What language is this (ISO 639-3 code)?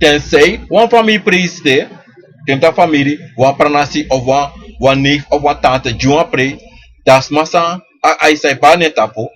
srn